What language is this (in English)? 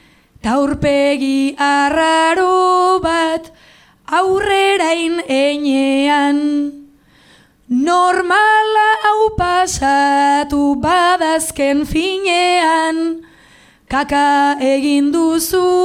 Basque